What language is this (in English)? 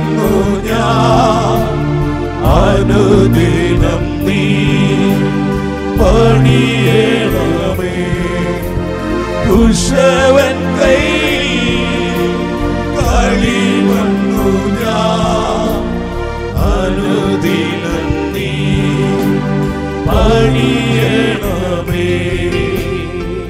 Malayalam